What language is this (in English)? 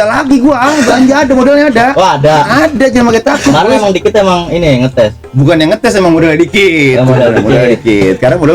Betawi